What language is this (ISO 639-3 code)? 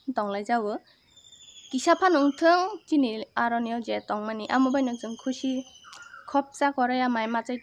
trp